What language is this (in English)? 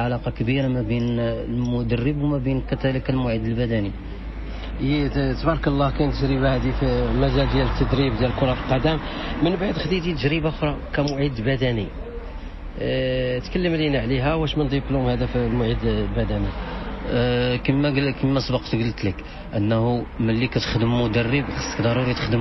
Moroccan Arabic